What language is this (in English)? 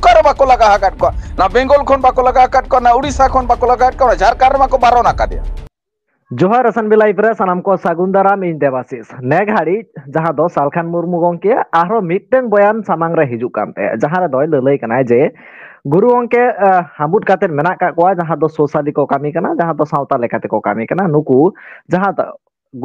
Santali